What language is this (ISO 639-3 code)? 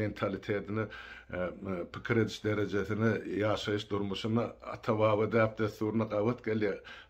tuk